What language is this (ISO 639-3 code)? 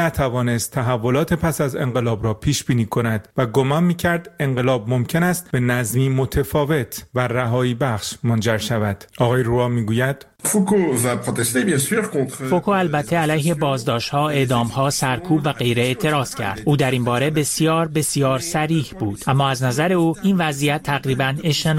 fas